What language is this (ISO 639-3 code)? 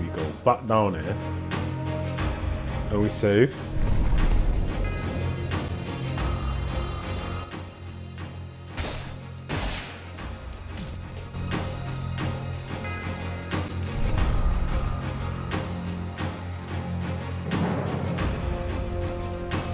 eng